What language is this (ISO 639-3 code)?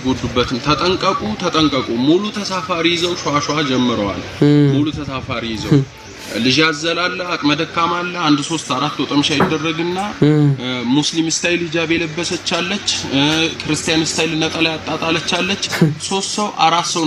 amh